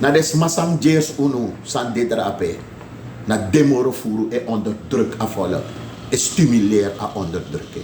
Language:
Sranan Tongo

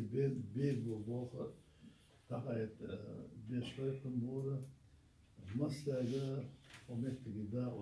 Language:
Chechen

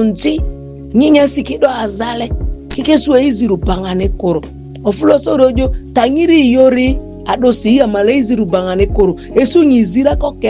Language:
Ma'di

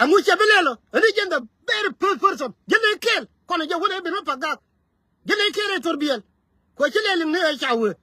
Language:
Nuer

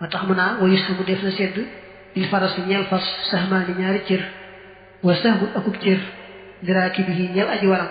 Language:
Wolof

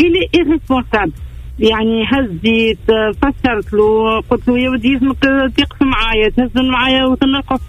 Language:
Tunisian Arabic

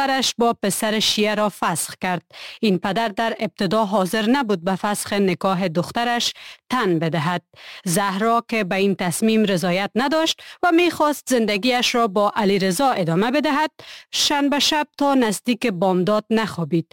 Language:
Persian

